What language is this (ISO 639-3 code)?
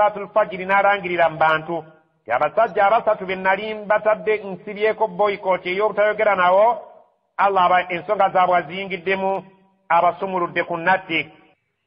lug